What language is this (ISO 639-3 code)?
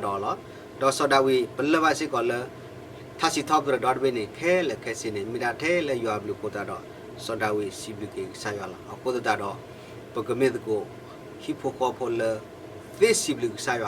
ksw